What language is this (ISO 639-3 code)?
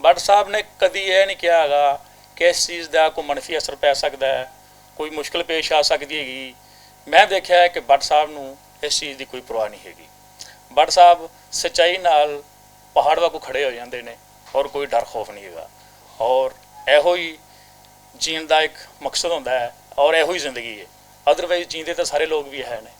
lah